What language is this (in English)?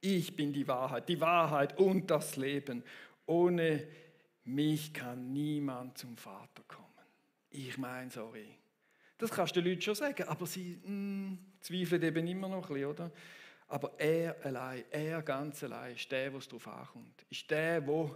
Swiss German